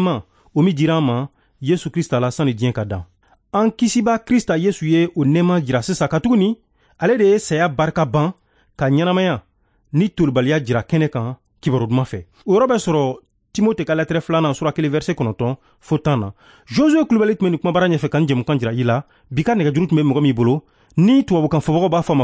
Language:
Bambara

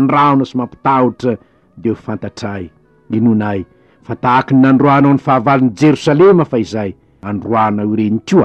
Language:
Malagasy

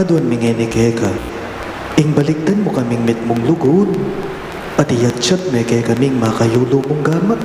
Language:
Pampanga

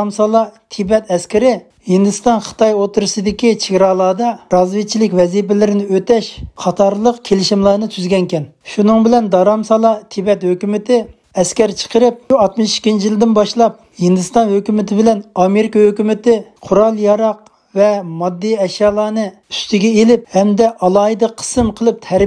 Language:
Uyghur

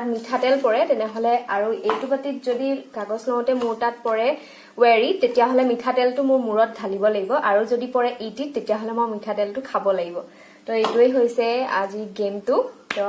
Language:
Assamese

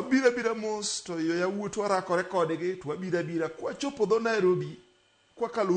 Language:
Luo (Kenya and Tanzania)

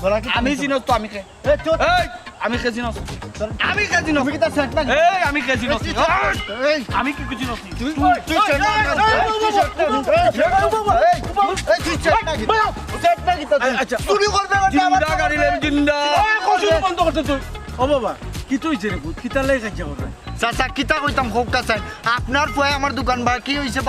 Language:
Sylheti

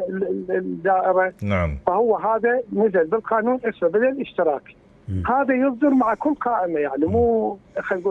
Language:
Mesopotamian Arabic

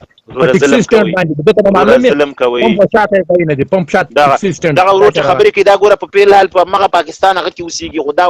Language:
Pashto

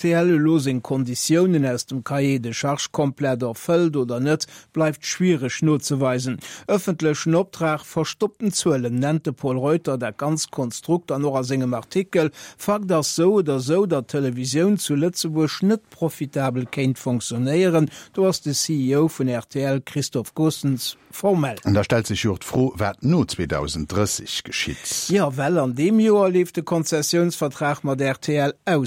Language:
Luxembourgish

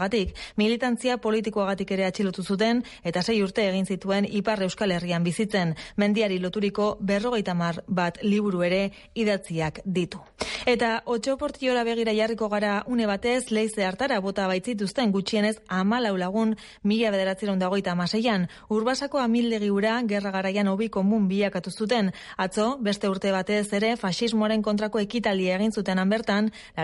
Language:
Basque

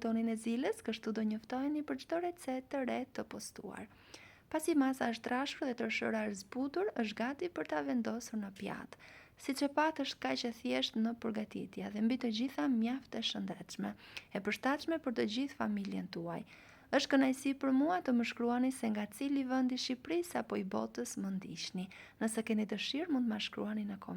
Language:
Albanian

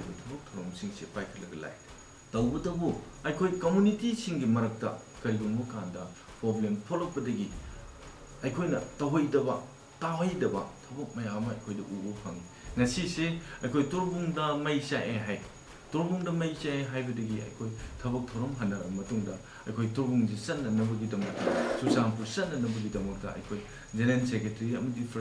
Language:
Manipuri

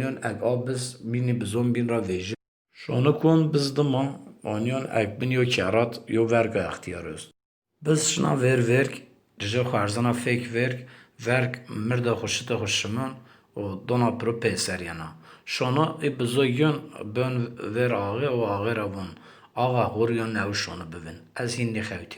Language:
Zaza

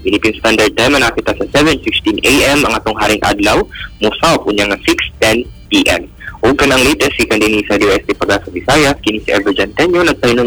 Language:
Cebuano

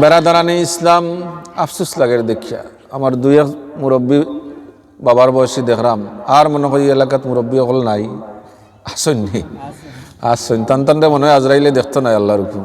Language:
Sylheti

